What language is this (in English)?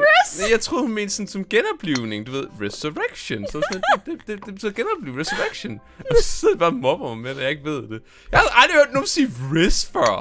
Danish